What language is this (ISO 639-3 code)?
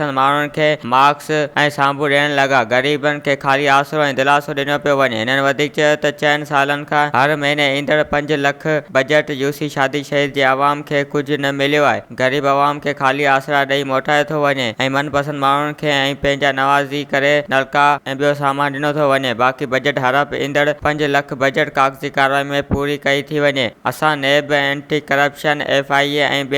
snd